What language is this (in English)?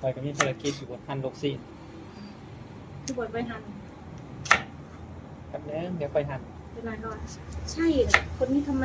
Lao